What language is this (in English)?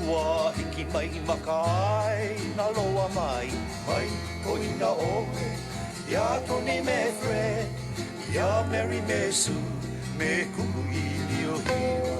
Hawaiian